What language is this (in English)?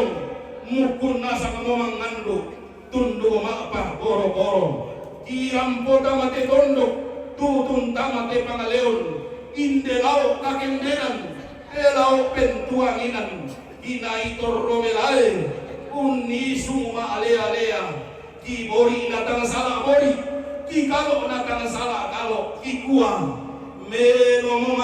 Toraja-Sa'dan